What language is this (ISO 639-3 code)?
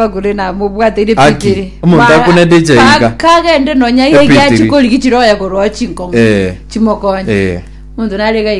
guz